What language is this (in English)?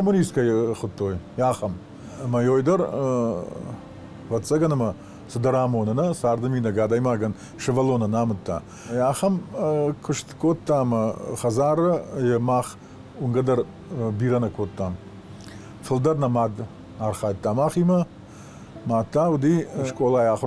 Ossetic